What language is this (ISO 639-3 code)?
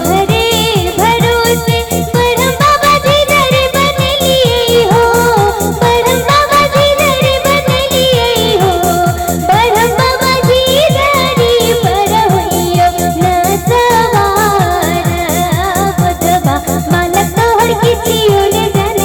mai